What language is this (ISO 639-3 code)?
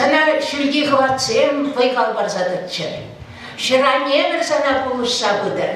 chv